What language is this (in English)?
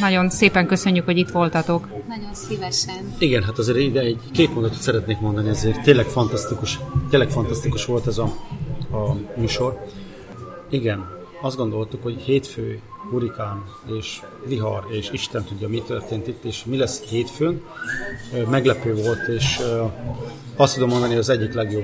Hungarian